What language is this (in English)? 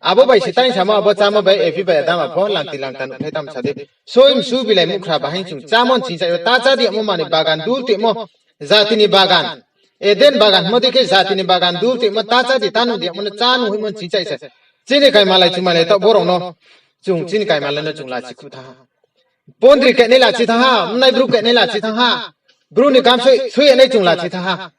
Riang (India)